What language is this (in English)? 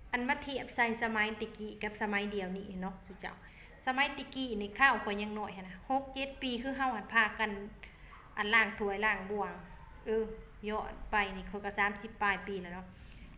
Lao